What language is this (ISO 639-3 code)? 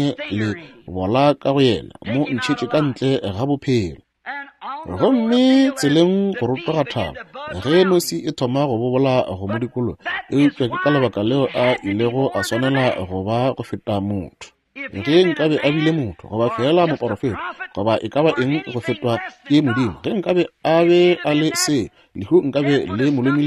nso